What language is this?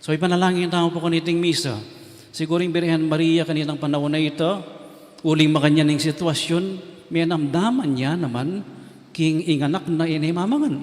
Pampanga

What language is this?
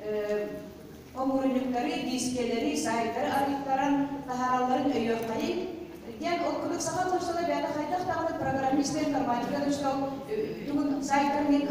Yakut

